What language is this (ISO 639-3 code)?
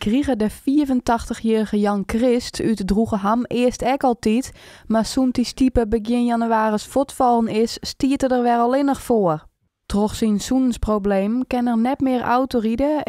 fry